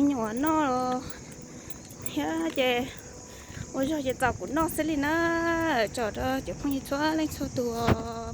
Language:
Hmong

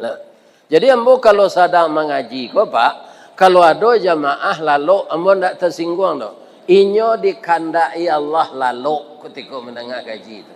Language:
Minangkabau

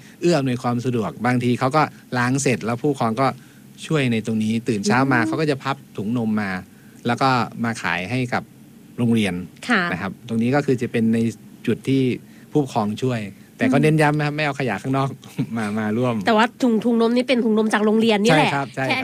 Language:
Thai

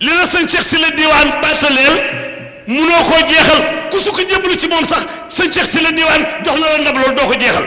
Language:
Wolof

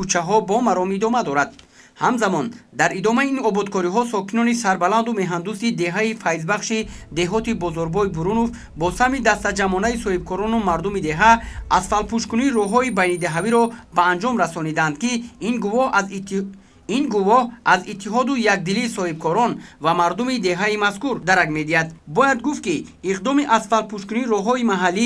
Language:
Tajik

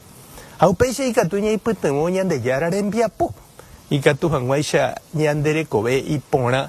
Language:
Guarani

